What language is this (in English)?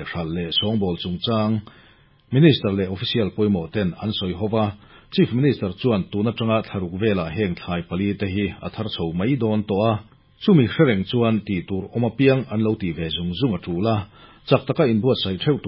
Mizo